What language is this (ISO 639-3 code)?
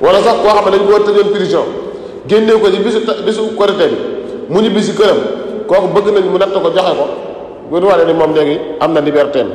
wol